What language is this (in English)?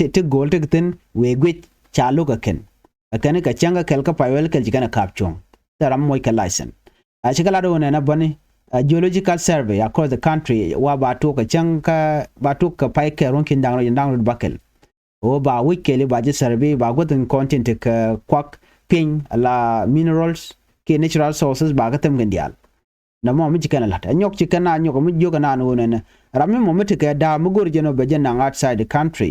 Nuer